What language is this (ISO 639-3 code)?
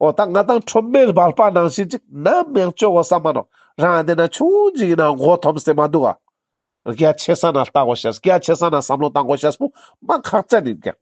lbj